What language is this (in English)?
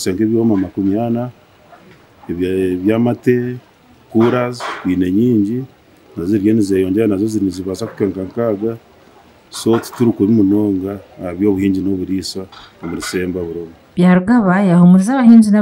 Nyankole